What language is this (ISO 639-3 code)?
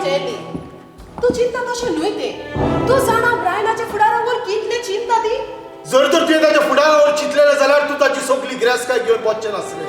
kok